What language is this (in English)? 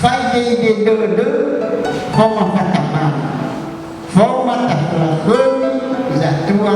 Nias